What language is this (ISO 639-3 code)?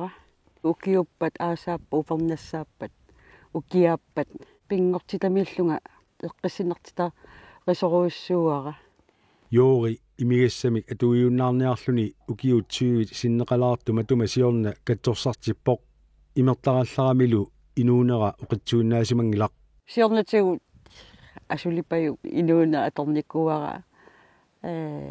kal